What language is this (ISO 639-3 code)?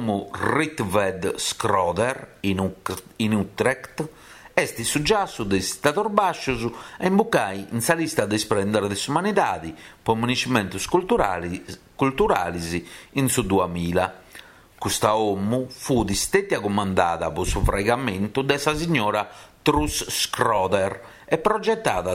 srd